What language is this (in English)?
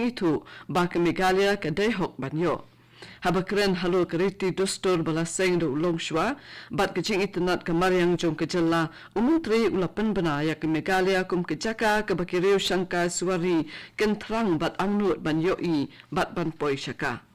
Khasi